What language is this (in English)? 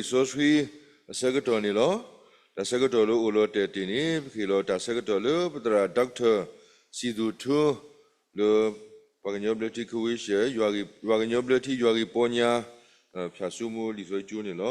S'gaw Karen